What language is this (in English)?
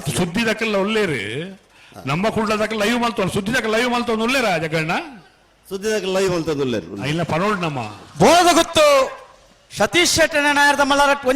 Tulu